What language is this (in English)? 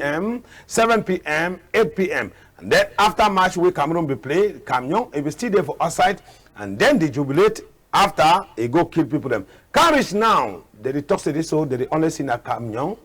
Cameroon Pidgin